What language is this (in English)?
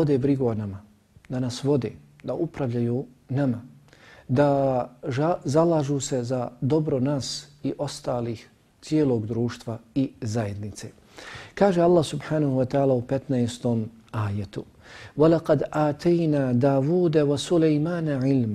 Bosnian